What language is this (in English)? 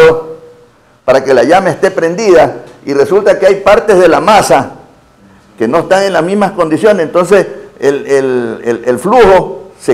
Spanish